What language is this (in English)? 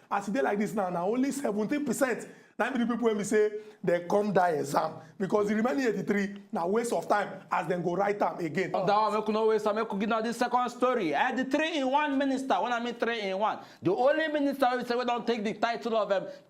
Nigerian Pidgin